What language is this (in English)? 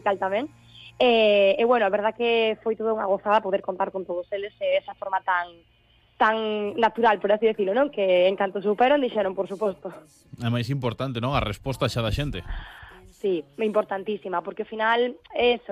Galician